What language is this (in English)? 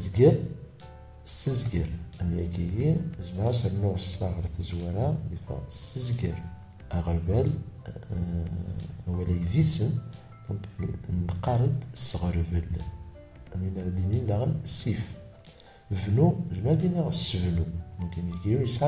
Kabyle